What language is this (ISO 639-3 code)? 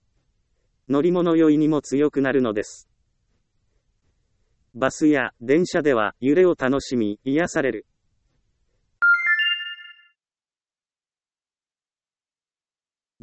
jpn